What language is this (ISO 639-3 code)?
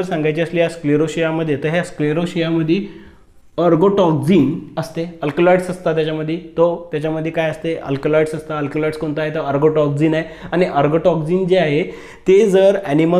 mar